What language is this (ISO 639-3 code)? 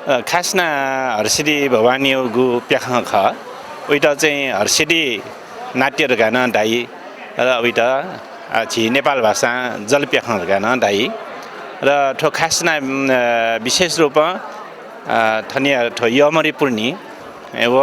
new